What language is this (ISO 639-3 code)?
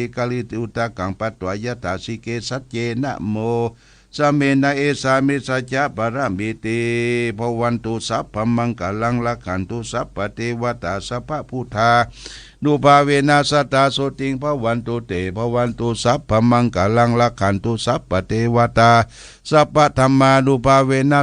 pli